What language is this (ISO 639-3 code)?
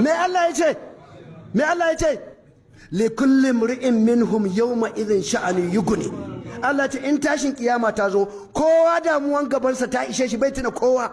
hau